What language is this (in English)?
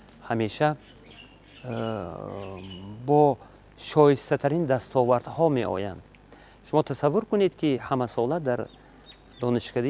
Tajik